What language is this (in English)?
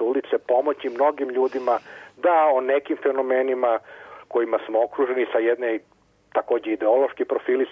Serbian